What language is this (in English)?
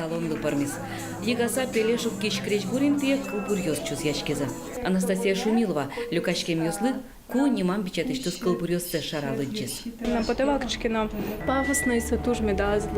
Udmurt